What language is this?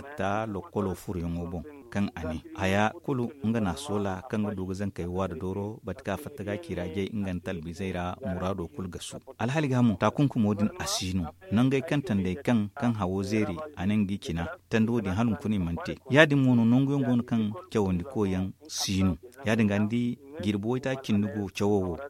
Zarma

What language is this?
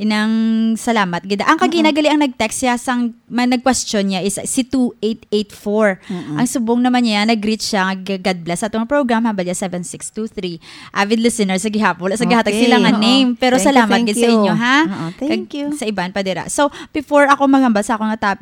Hiligaynon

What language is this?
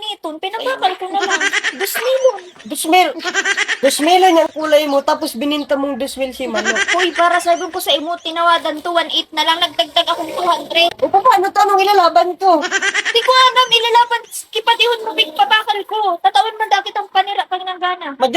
Bikol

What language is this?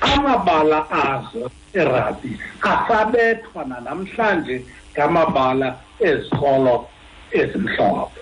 Xhosa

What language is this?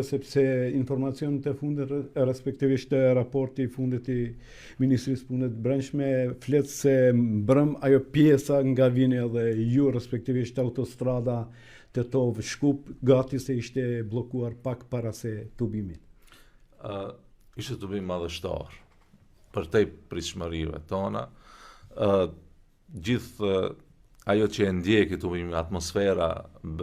Albanian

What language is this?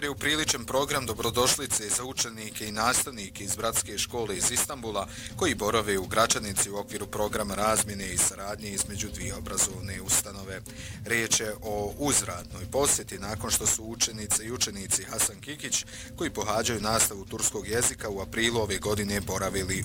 Bosnian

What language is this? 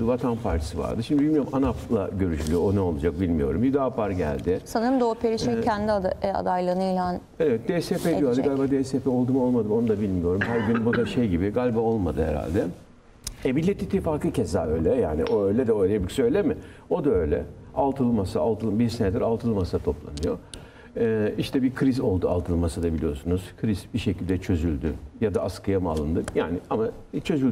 Turkish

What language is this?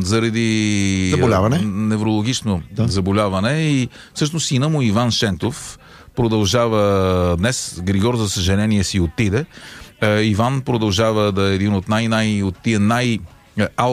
Bulgarian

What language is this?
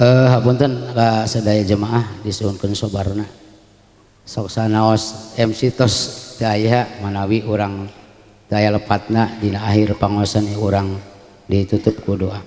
Sundanese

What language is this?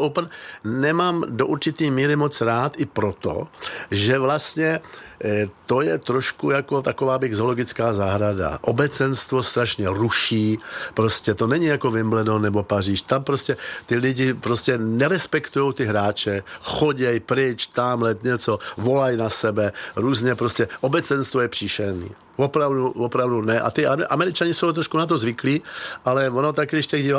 Czech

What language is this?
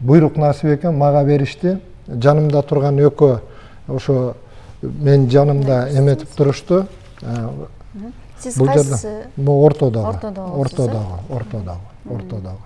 Kyrgyz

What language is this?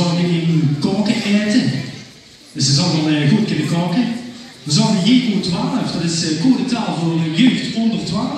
Limburgish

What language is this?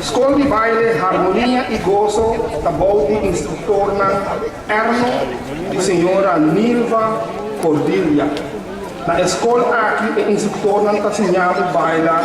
Papiamento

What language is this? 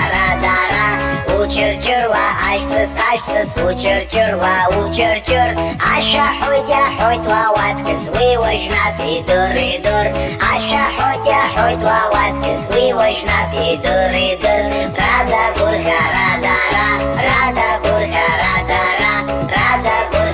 Abkhazian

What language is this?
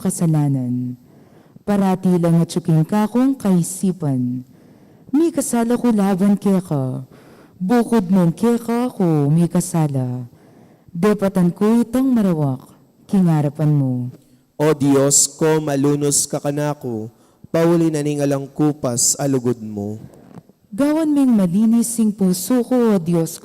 Pampanga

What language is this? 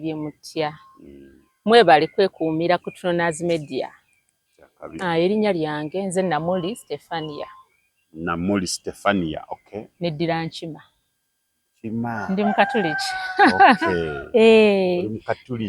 Ganda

